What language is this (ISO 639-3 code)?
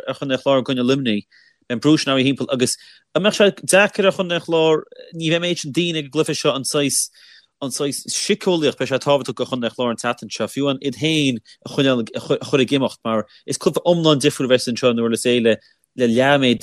gle